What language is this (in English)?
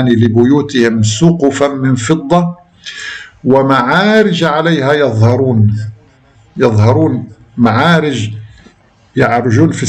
Arabic